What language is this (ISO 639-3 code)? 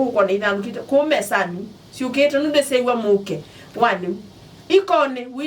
kam